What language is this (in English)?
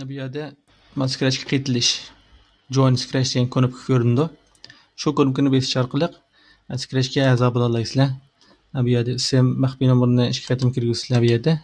Uyghur